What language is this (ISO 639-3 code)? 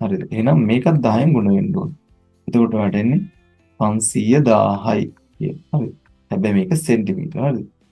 sin